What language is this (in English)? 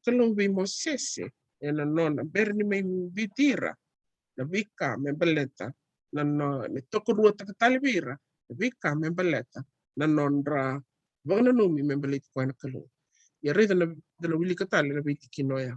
Fijian